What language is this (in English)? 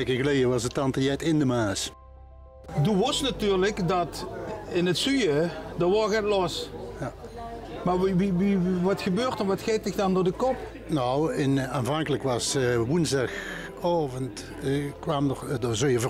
Limburgish